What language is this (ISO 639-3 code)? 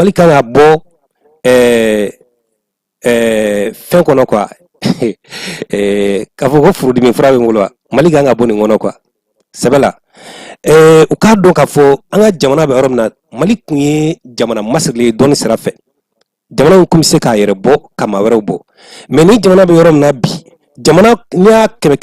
bam